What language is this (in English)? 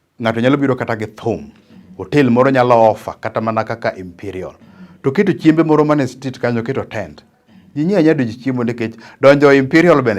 Luo (Kenya and Tanzania)